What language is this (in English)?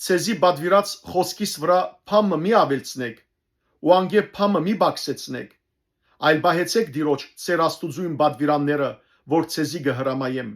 Western Armenian